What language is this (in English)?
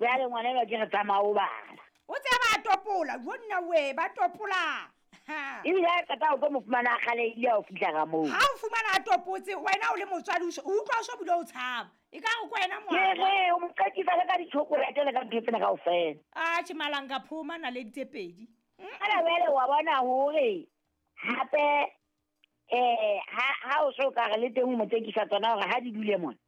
Southern Sotho